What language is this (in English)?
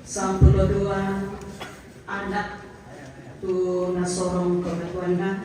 Toraja-Sa'dan